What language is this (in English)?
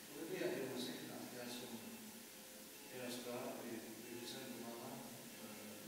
Faroese